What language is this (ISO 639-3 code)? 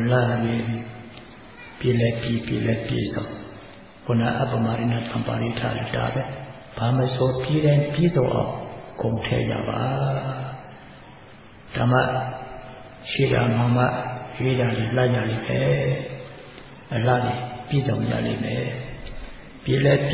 mya